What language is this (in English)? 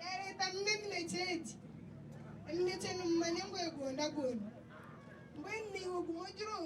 Nyankole